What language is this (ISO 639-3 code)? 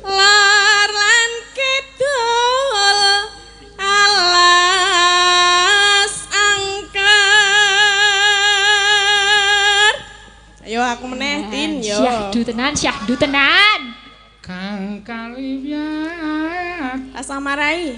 jav